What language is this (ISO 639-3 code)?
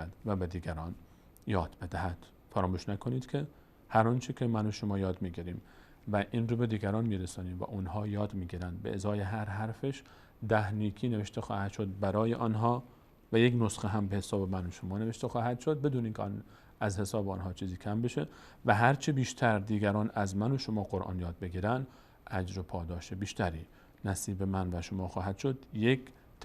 fas